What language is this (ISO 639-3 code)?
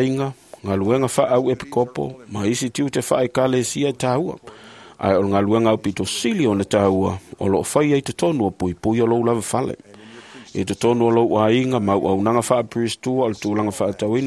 smo